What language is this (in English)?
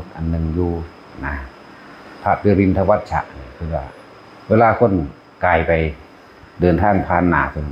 Northeastern Thai